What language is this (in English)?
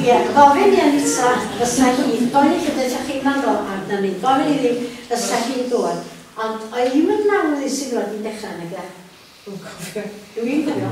Welsh